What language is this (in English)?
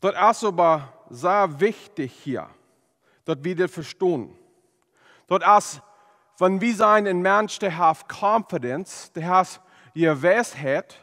Plautdietsch